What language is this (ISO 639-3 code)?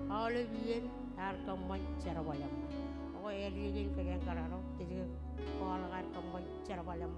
mah